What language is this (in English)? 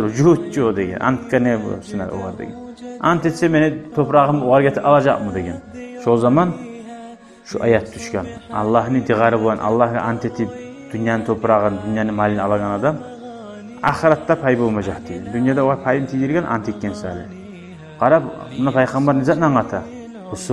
Kumyk